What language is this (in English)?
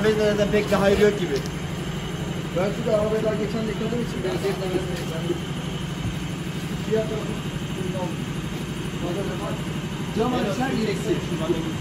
Turkish